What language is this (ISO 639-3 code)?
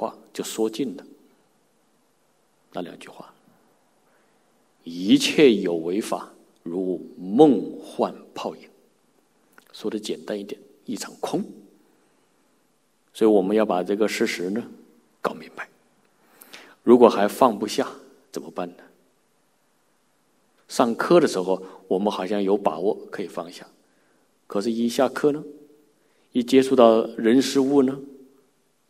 zho